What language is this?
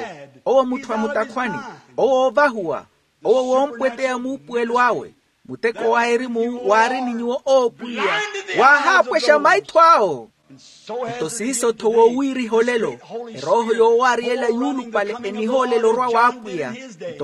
Makhuwa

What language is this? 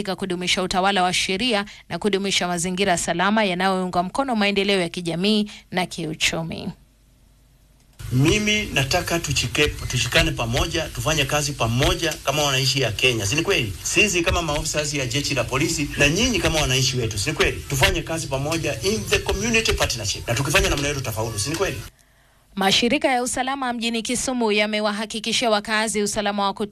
Swahili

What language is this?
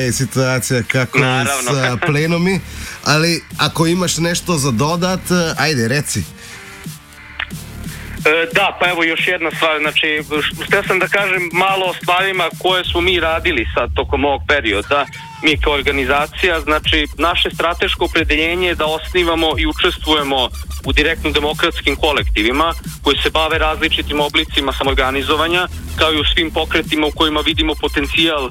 Serbian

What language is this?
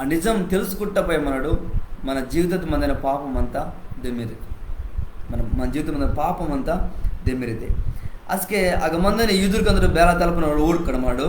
Koya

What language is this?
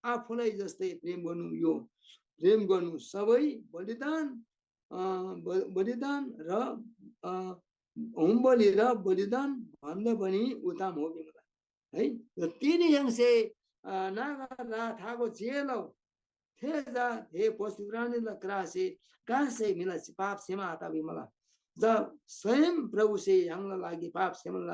Eastern Tamang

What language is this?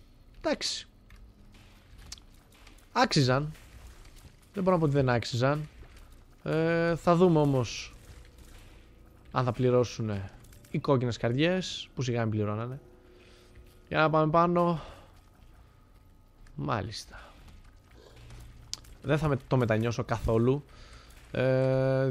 Greek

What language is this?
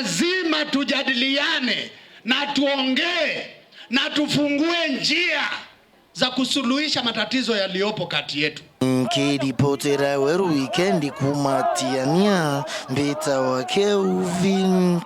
Meru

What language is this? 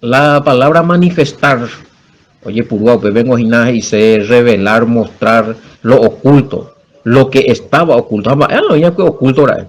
Guarani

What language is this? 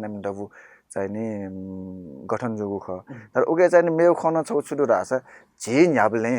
Newari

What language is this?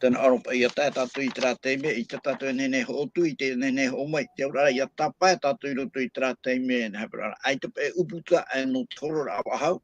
Tahitian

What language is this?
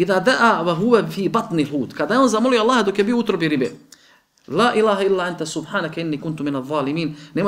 Bosnian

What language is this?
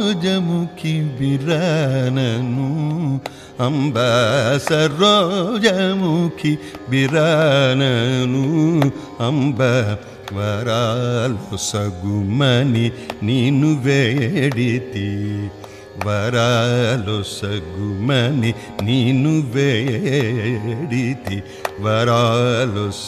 Telugu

